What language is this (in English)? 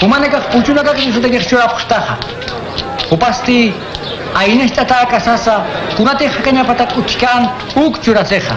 Aymara